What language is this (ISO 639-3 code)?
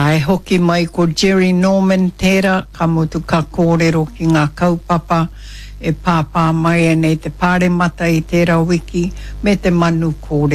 mri